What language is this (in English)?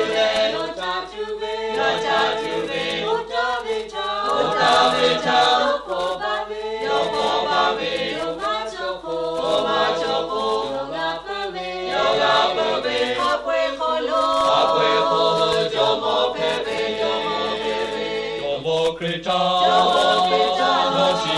Lahu